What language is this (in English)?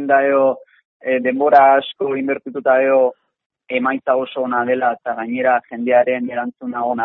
Basque